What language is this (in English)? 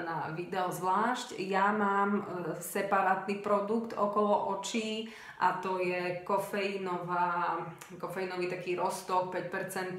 Slovak